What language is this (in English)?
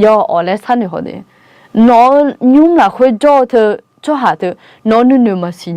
Akha